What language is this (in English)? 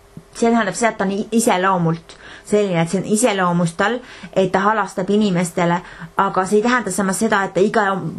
Estonian